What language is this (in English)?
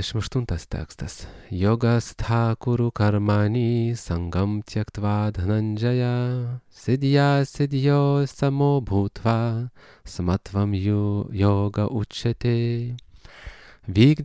Lithuanian